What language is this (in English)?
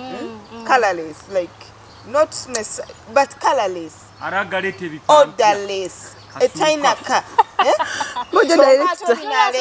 Nyoro